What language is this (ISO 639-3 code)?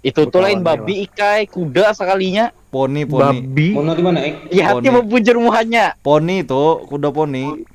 bjn